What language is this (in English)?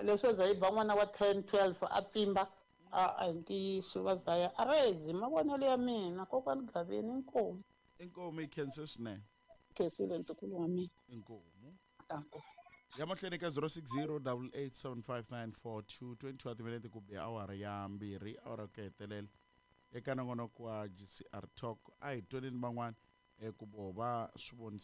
Tsonga